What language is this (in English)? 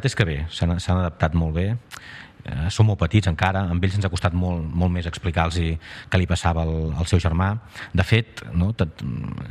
Catalan